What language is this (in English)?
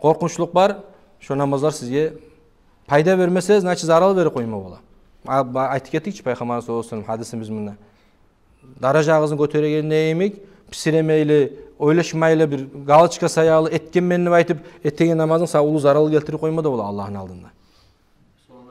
Kumyk